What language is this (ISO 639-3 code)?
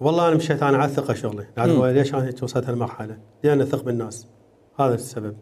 acm